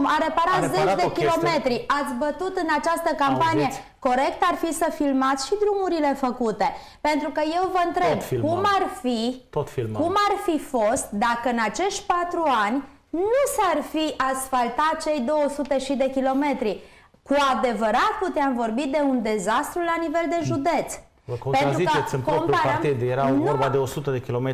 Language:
Romanian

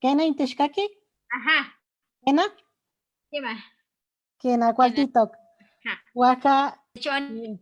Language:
Eastern Huasteca Nahuatl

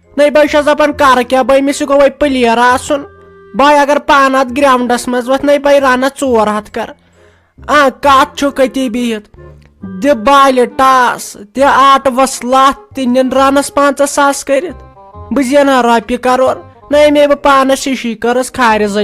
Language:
Kashmiri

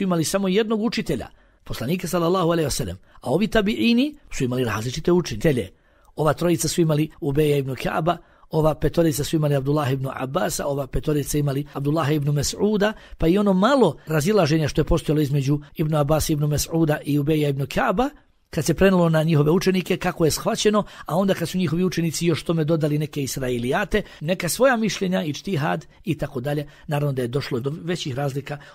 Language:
Bosnian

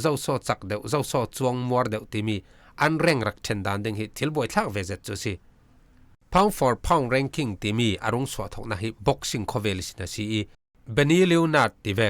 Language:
Falam Chin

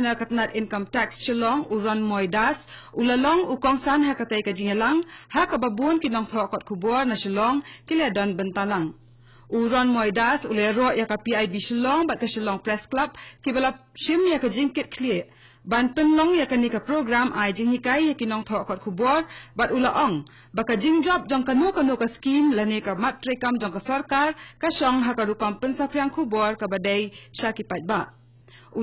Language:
Khasi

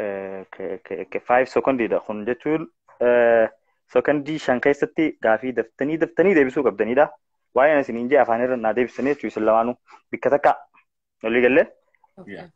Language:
Oromo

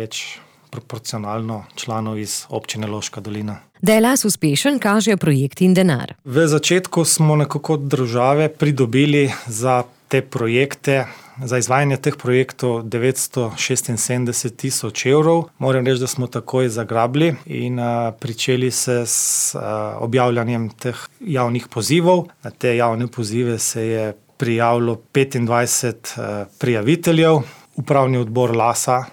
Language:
Slovenian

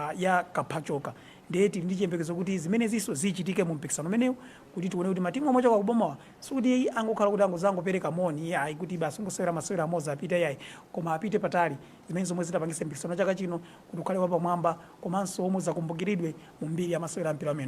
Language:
Nyanja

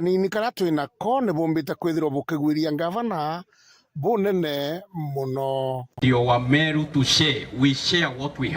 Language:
Meru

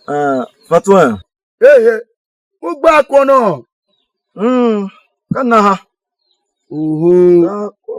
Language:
Tiv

